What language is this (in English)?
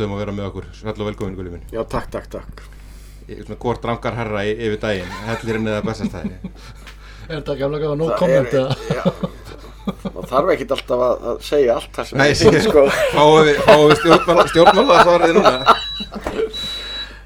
Icelandic